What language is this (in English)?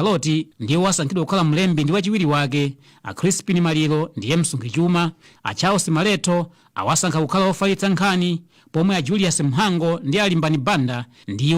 Nyanja